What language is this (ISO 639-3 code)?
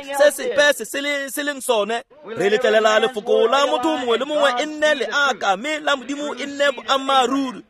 tsn